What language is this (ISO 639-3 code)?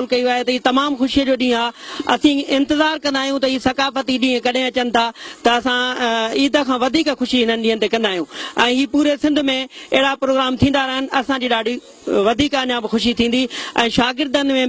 snd